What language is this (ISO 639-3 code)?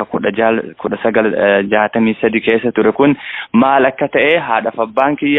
orm